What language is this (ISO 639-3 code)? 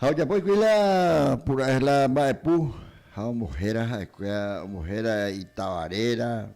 grn